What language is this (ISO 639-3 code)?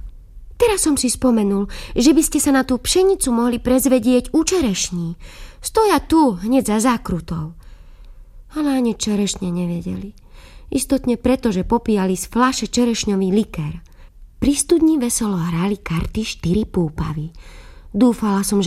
slk